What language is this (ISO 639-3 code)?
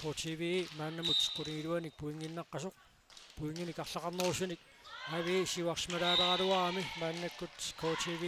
kal